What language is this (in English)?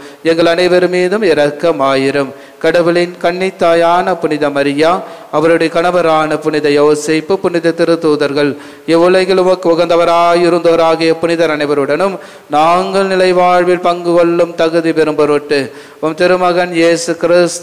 Tamil